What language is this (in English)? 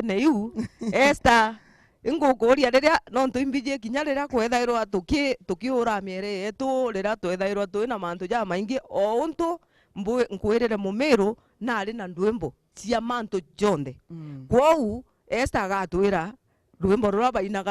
Meru